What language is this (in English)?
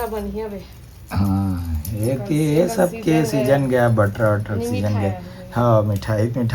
Chhattisgarhi